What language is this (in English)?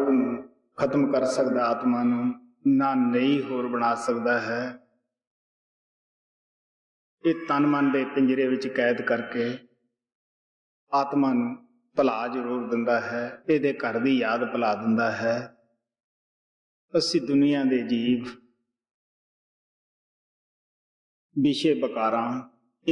Punjabi